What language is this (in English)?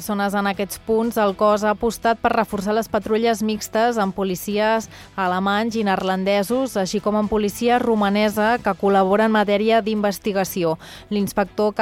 Catalan